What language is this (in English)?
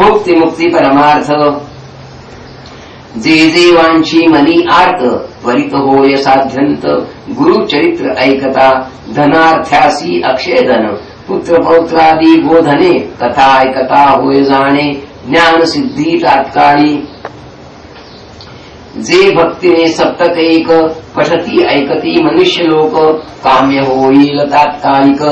Marathi